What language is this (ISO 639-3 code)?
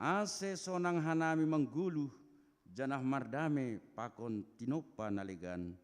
bts